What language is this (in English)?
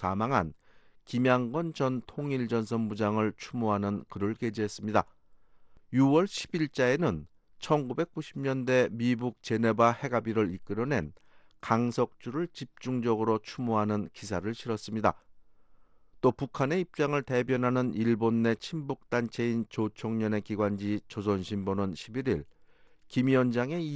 Korean